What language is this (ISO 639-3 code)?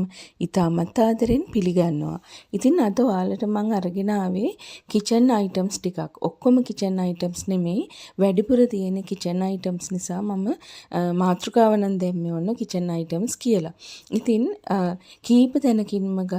sin